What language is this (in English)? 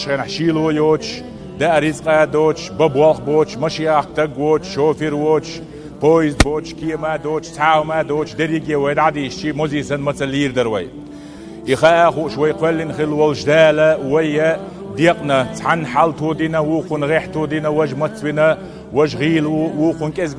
Chechen